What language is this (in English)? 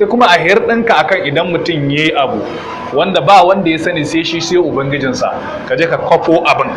Hausa